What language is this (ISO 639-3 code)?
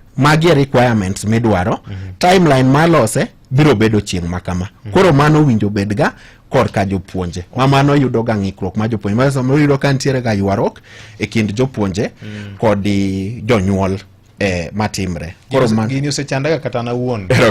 luo